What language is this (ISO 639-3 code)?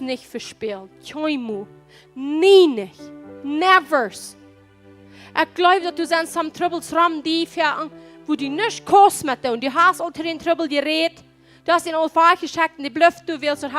pdt